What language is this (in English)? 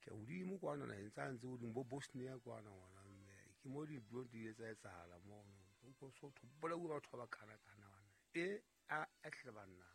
Southern Sotho